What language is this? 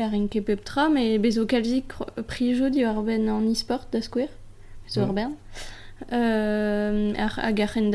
Breton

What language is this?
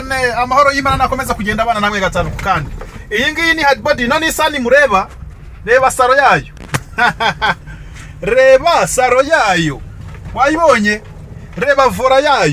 Kinyarwanda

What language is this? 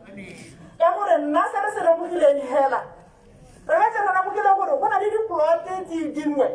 Tswana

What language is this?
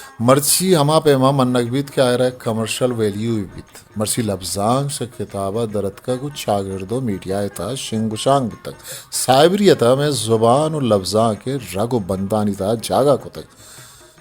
Eastern Balochi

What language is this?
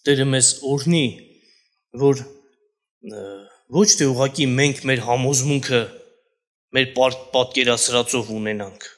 Armenian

